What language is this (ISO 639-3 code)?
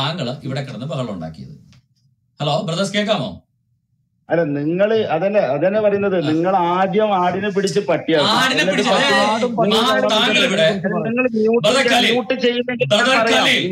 mal